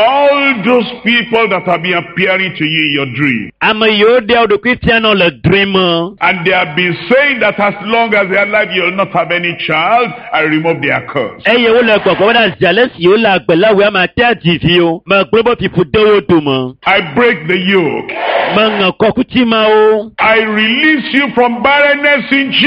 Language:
Ewe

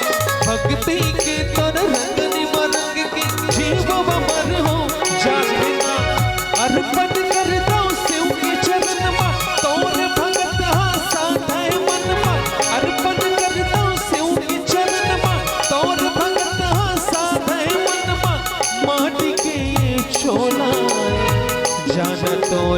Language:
Chhattisgarhi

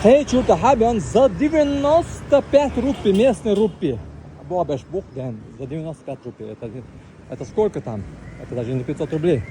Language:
Chechen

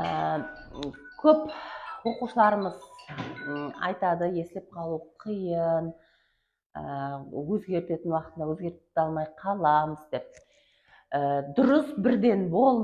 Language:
Kara-Kalpak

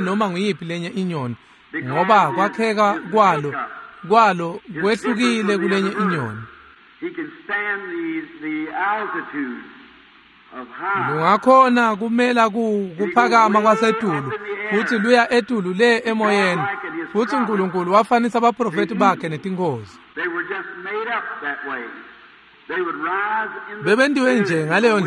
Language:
Swati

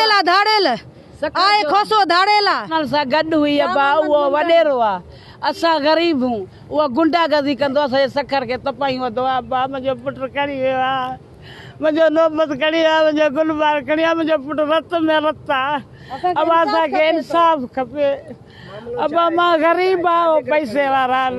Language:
Sindhi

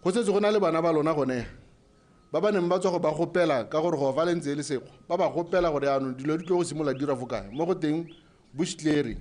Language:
Tswana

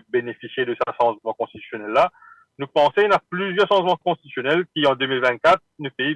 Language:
Morisyen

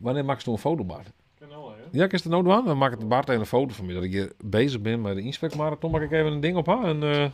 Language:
Western Frisian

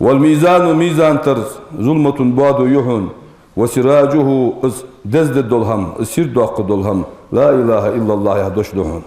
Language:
Ingush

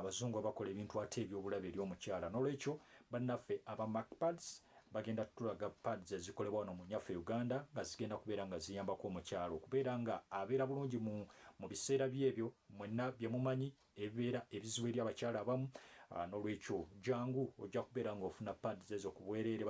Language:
Ganda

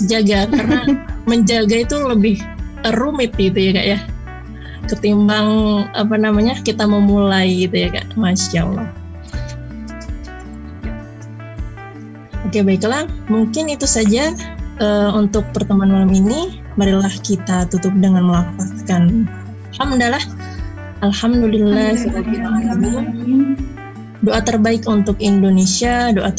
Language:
Indonesian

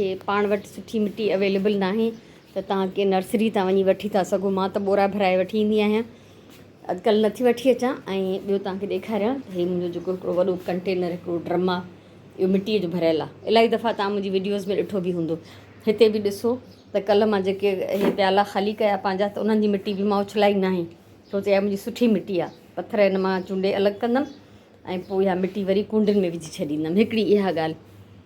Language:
Sindhi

